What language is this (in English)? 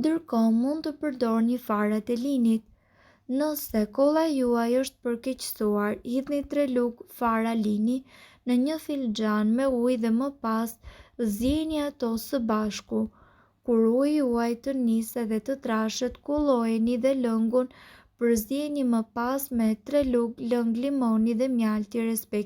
Albanian